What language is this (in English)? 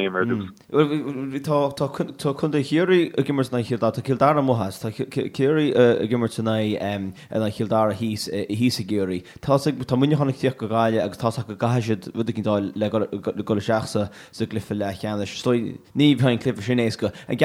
Irish